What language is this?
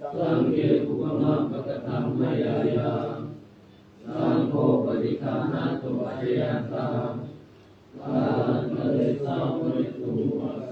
Pali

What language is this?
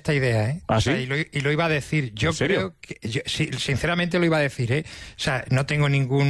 Spanish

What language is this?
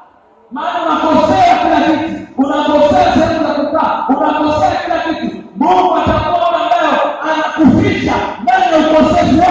Swahili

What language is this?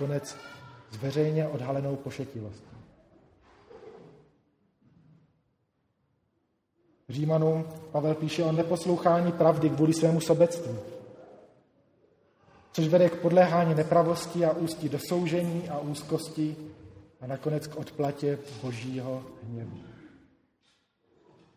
Czech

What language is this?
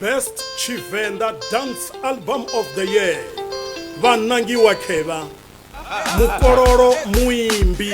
Venda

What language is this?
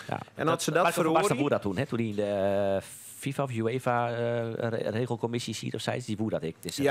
Western Frisian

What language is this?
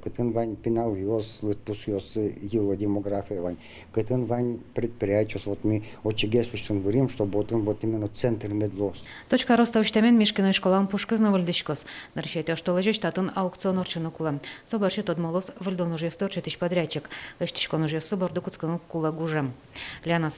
Udmurt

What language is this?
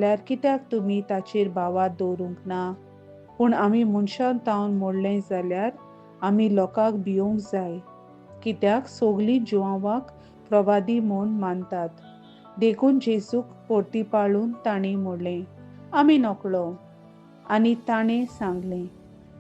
Konkani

